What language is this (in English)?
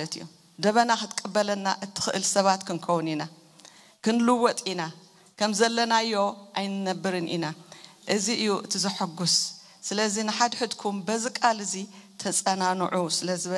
Tigrinya